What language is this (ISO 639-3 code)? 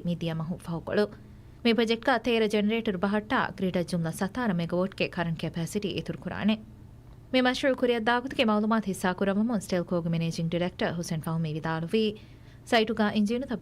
div